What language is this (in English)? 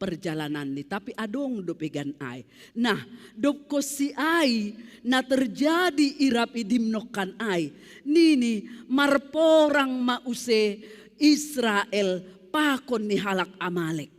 Batak Simalungun